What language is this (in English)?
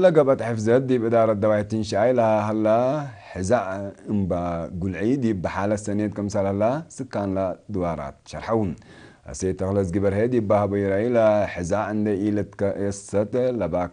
Tigre